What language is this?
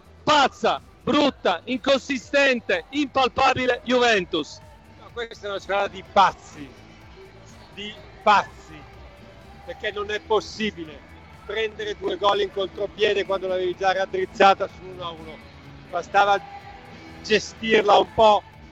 Italian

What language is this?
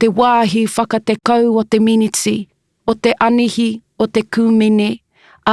Māori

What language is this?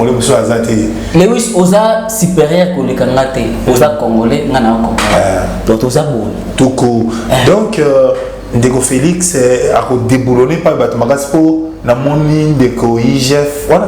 Lingala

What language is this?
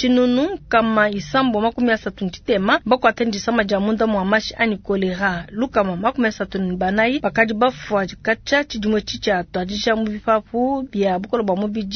Luba-Lulua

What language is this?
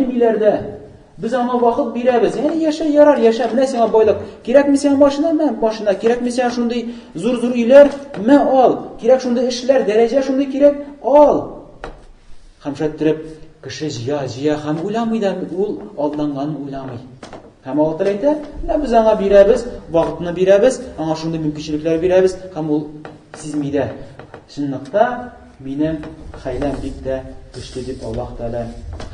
Tatar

